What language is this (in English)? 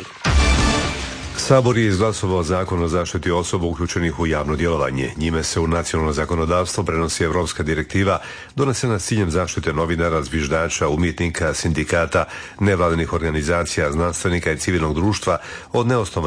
Croatian